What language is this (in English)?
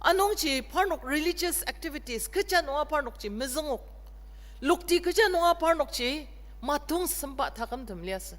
Ao Naga